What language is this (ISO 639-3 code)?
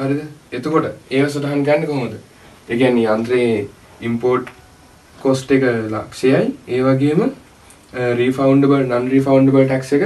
sin